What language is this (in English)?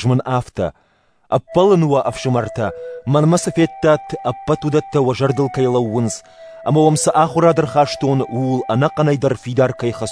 Ossetic